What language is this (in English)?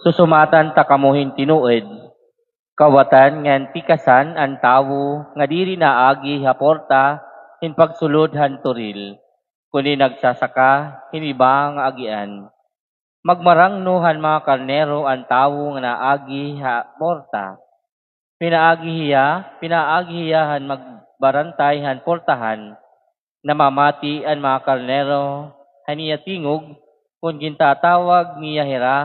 Waray